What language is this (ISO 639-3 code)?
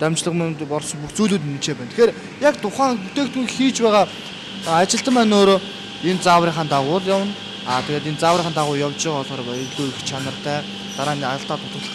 mon